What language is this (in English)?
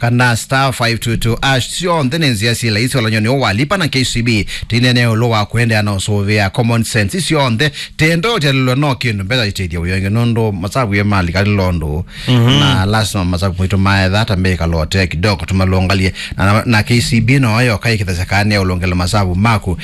Kamba